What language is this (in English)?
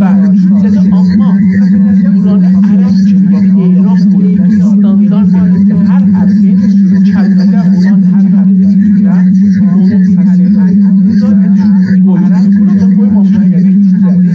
South Azerbaijani